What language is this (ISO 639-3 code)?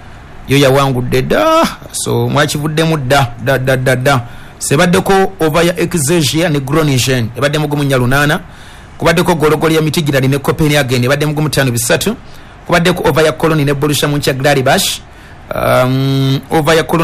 lug